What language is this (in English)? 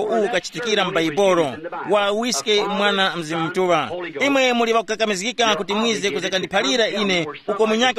Tumbuka